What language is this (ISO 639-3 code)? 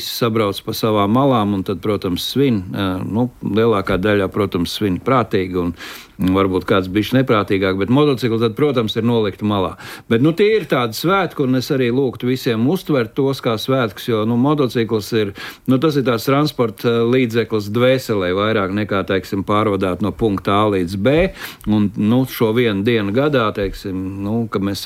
lav